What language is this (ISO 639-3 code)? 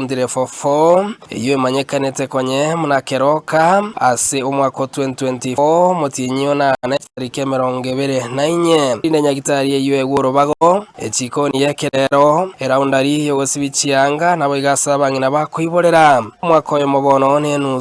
guz